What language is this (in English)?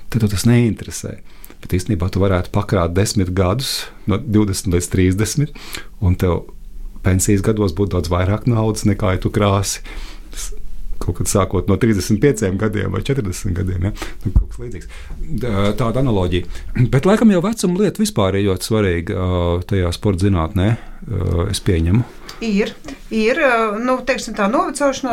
Latvian